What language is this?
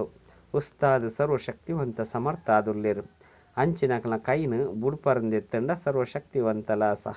Tulu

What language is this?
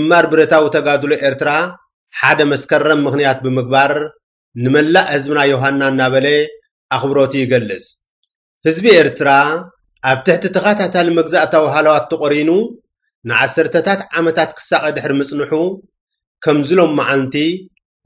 Tigrinya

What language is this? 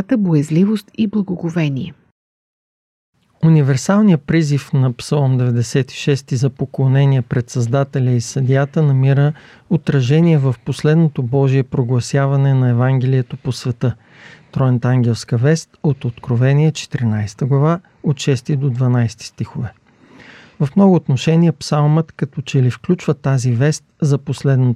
Bulgarian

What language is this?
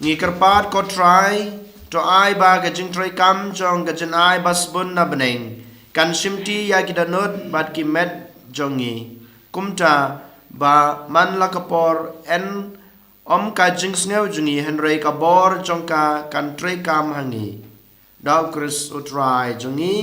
Khasi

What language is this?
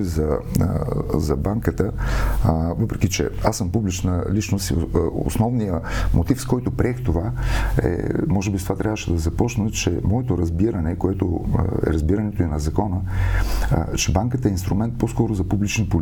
Bulgarian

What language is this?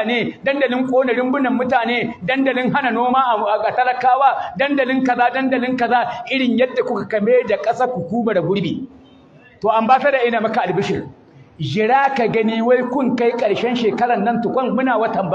Hausa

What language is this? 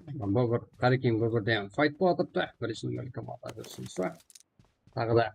Kara-Kalpak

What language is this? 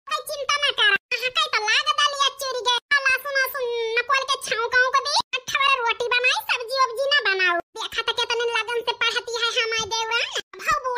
Awadhi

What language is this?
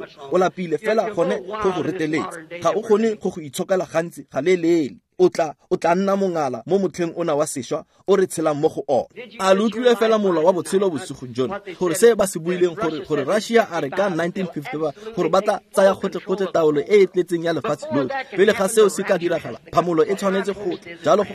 Tswana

